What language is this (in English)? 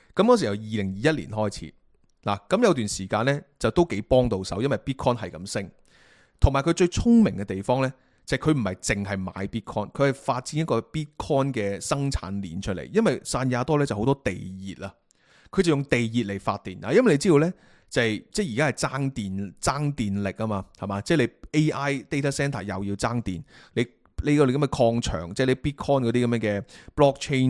Cantonese